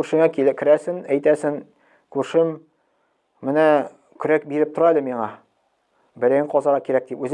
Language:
Tatar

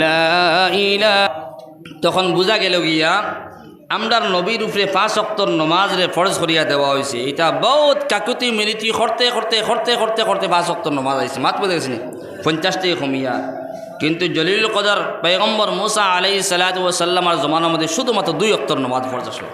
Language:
Sylheti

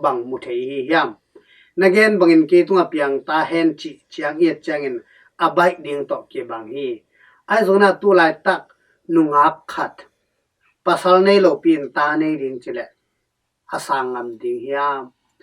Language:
Tedim Chin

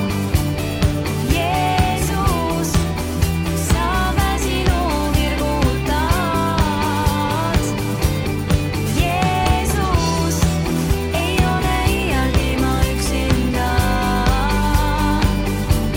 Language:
Estonian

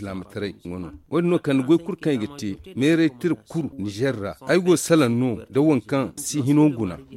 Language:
Zarma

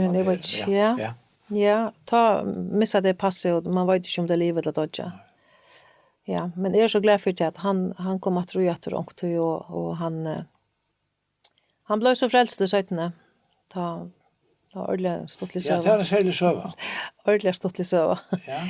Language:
Faroese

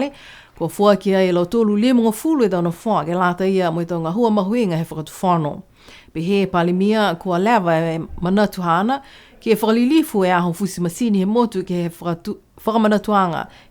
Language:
Niuean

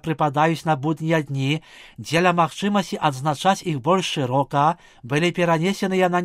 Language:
Belarusian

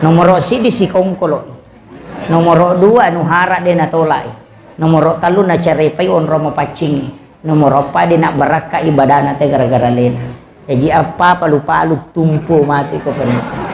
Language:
Buginese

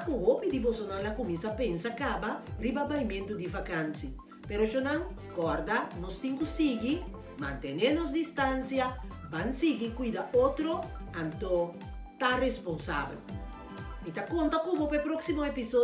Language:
Papiamento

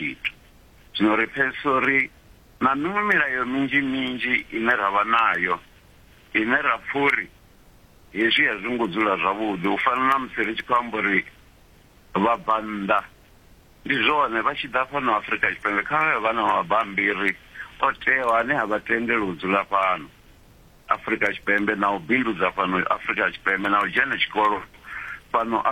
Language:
Venda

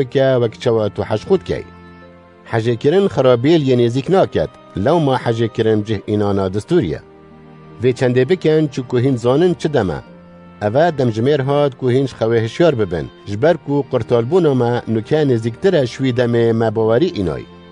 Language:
Kurdish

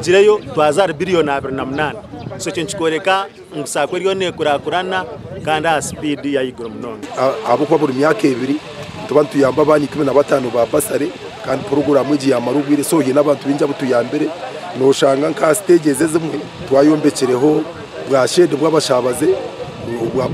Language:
Nyankole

